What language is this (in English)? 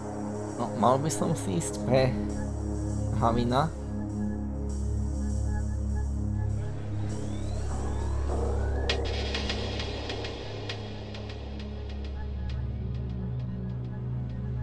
Slovak